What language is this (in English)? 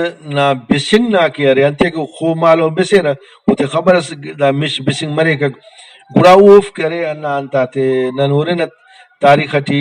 Brahui